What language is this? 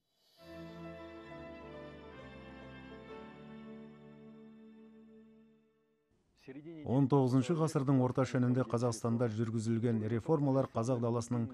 Kazakh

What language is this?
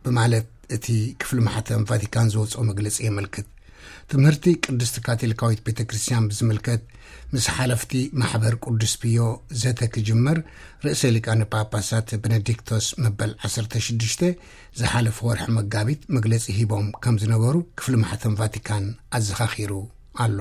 Tigrinya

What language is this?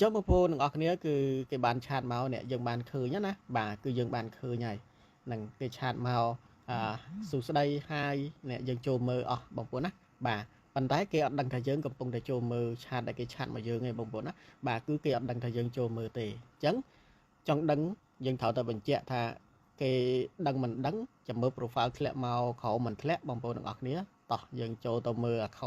Khmer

